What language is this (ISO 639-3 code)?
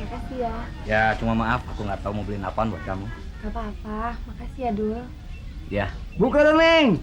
bew